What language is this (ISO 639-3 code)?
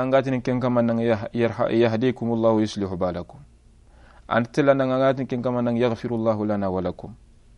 snk